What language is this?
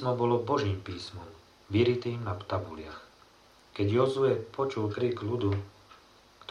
Slovak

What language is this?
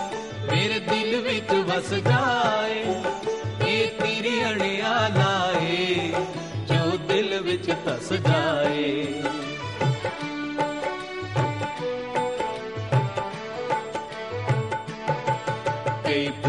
Punjabi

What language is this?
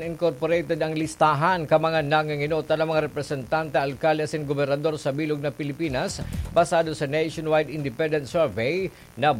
Bikol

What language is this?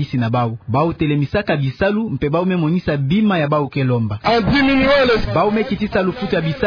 Kituba (Democratic Republic of Congo)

